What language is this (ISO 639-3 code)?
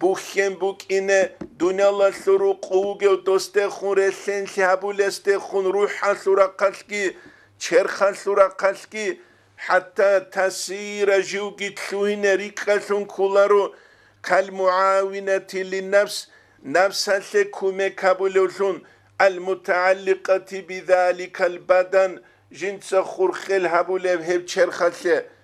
ava